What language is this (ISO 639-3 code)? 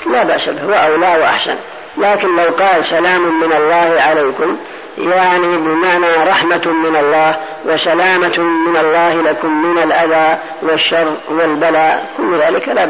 ara